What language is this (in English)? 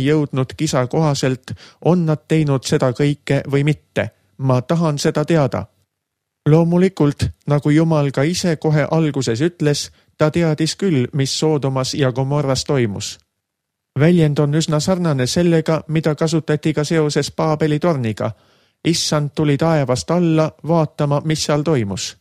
Estonian